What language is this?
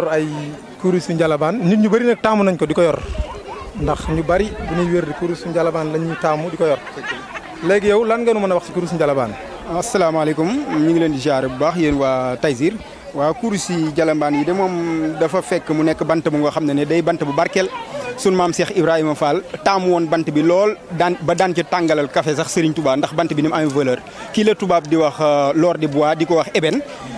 Wolof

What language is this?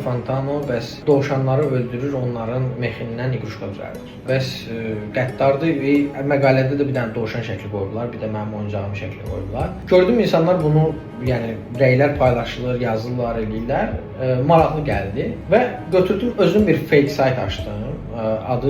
Azerbaijani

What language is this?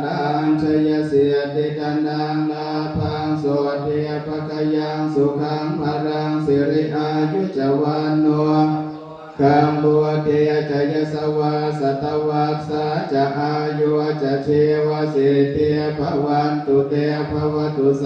Pali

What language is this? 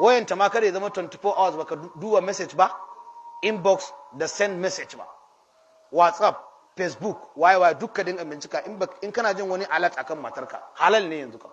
Hausa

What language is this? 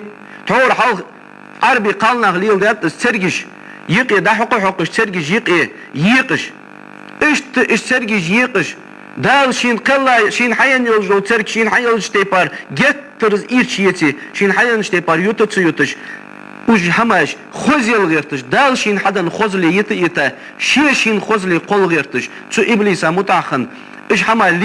Ingush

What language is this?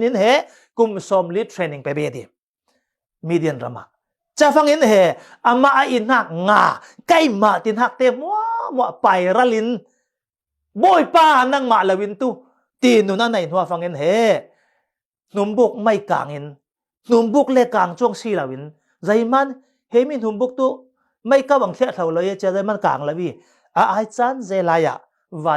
Falam Chin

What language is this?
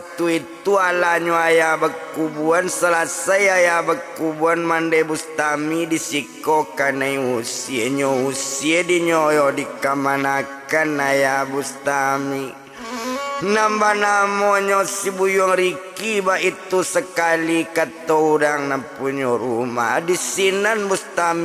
Minangkabau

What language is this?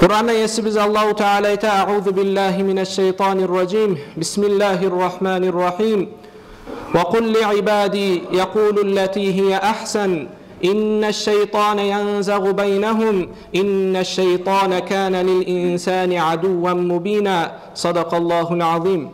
Kumyk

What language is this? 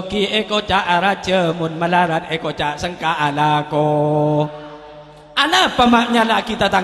Madurese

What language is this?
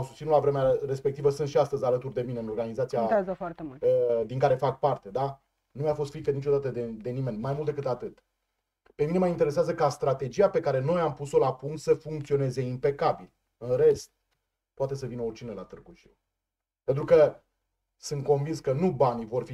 Romanian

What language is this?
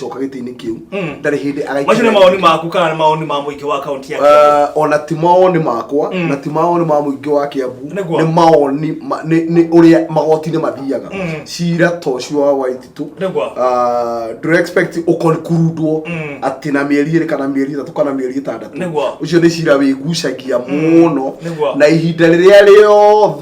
Kikuyu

